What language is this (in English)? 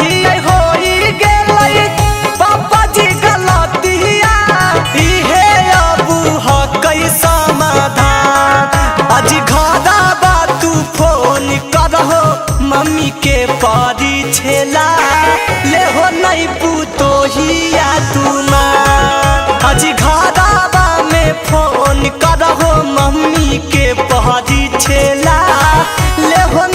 Magahi